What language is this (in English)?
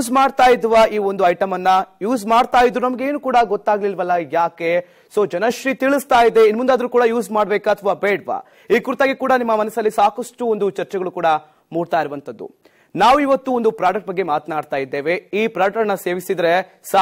Kannada